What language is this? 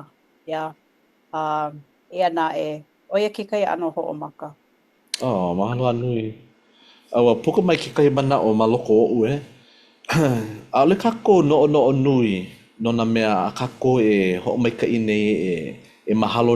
Hawaiian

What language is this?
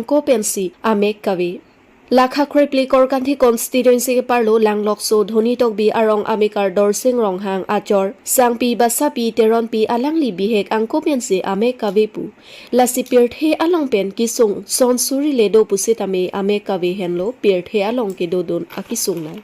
Karbi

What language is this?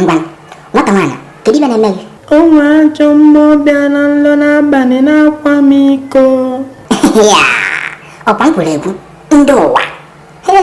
Igbo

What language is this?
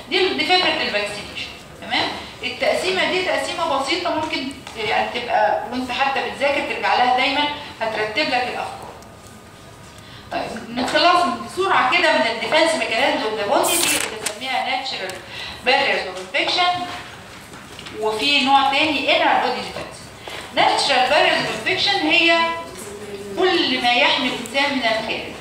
Egyptian Arabic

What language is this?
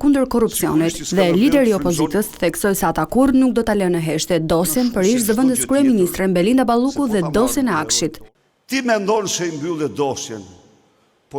Albanian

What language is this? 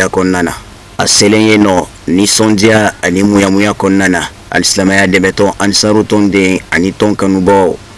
Bambara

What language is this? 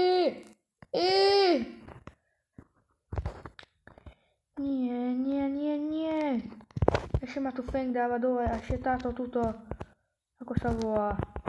Slovak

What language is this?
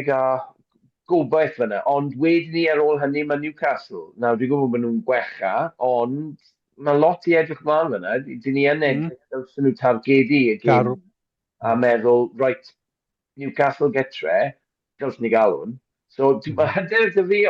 Welsh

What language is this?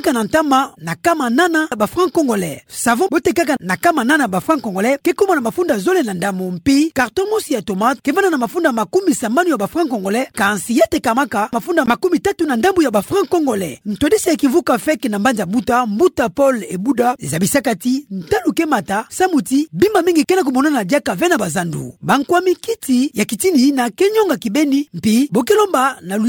Kituba (Democratic Republic of Congo)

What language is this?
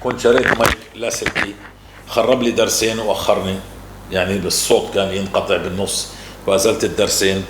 North Levantine Arabic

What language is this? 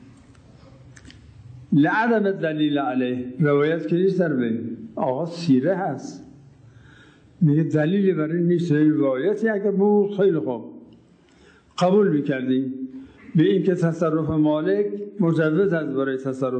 Persian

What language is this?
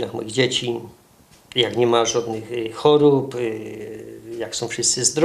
Silesian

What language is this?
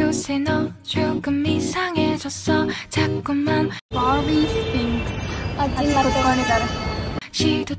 Kannada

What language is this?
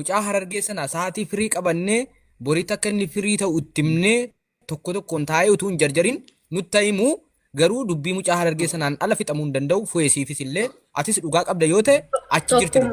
Oromo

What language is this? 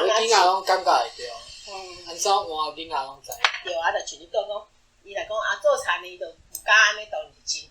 Min Nan Chinese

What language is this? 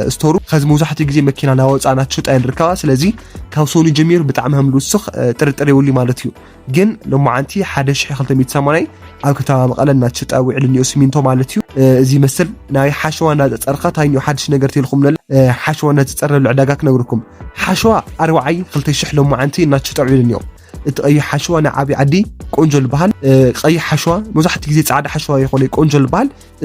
Tigrinya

